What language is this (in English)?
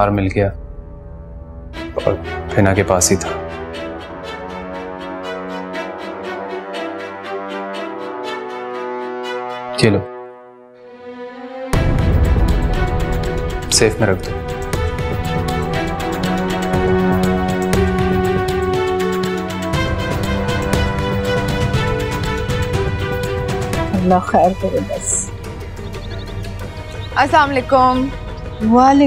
Hindi